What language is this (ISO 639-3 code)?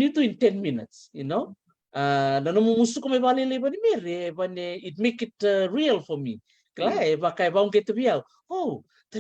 fij